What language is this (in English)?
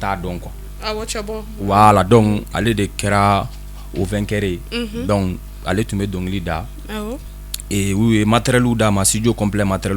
Bambara